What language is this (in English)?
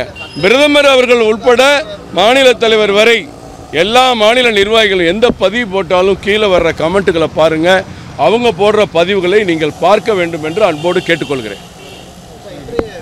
Tamil